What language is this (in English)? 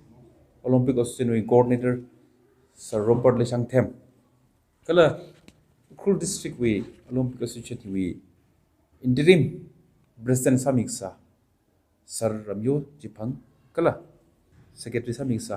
Tangkhul Naga (India)